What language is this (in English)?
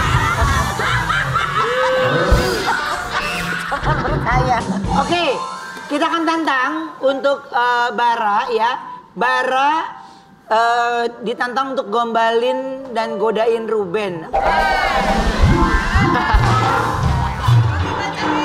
Indonesian